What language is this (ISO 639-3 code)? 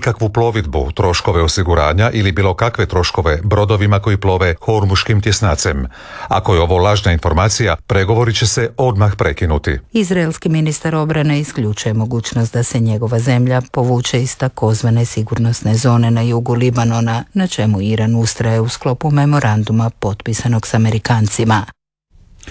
hrv